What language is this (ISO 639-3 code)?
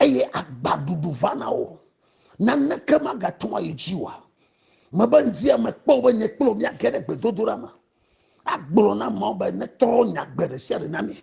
ewe